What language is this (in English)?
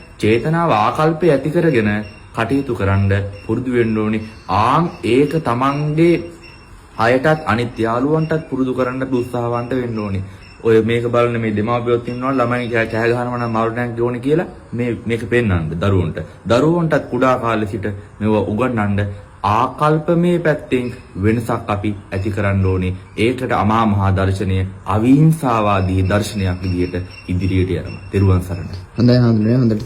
Sinhala